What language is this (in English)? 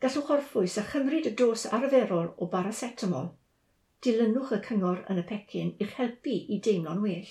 Welsh